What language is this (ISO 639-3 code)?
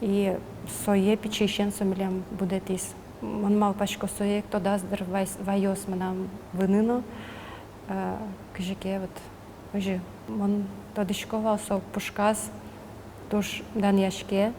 udm